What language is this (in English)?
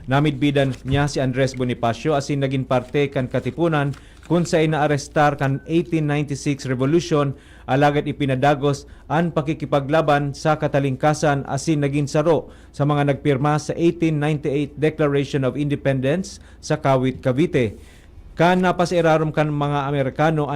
Bikol